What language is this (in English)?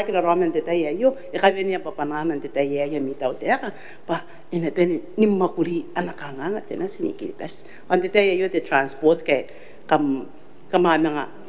Gilbertese